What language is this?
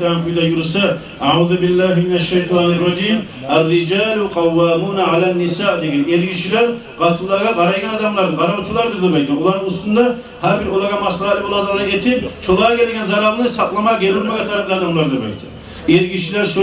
Kumyk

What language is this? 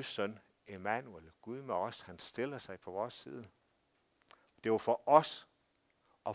Danish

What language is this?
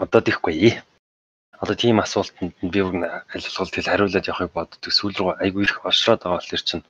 Mongolian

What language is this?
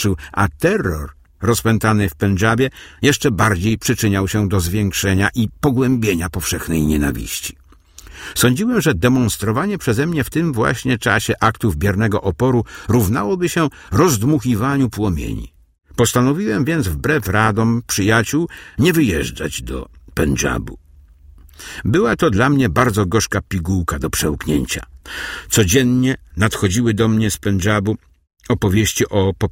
Polish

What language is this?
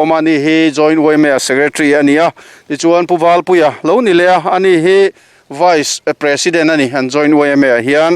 Mizo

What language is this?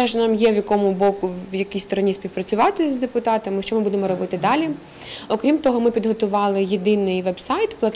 Ukrainian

